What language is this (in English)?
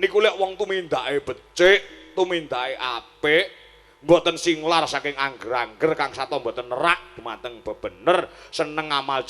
Javanese